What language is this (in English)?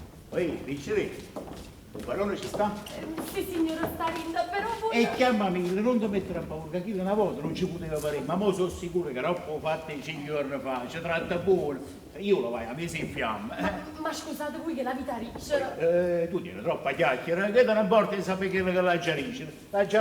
Neapolitan